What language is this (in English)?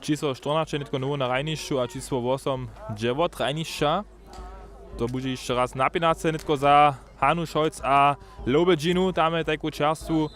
Upper Sorbian